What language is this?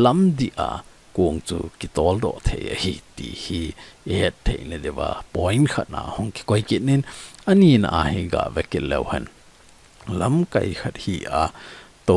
Thado Chin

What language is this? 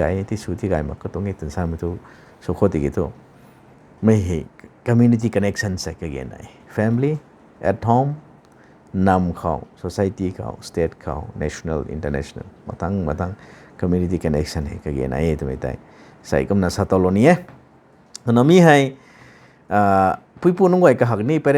Rongmei Naga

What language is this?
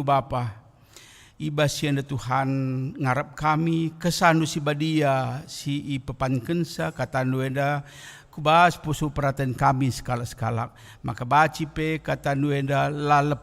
Batak Karo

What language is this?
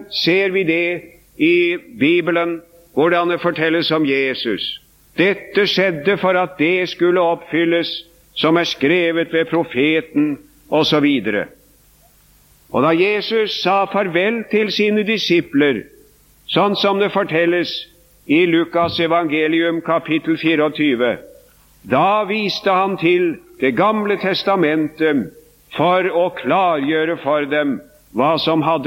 Norwegian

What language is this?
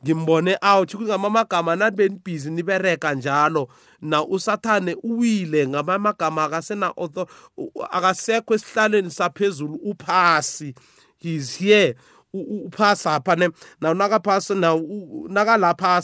South Ndebele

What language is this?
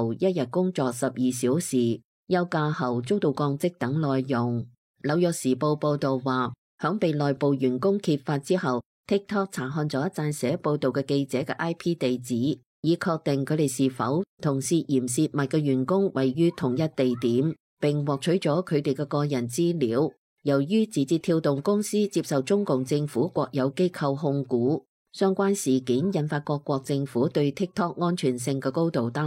Cantonese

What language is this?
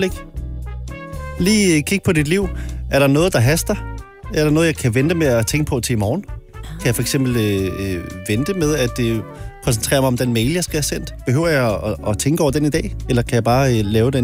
Danish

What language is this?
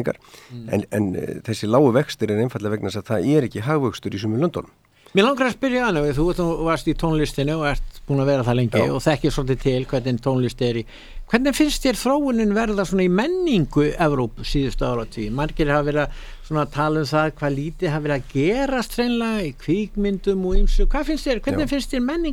Icelandic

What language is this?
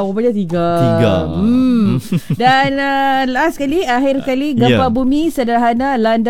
Malay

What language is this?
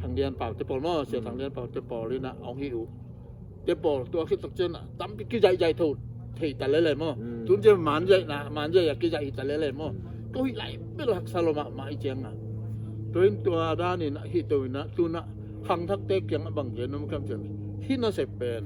Tedim Chin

